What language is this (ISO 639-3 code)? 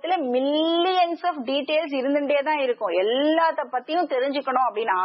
tam